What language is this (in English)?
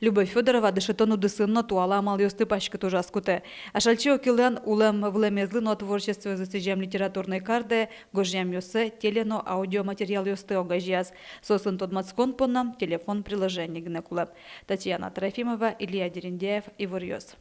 Udmurt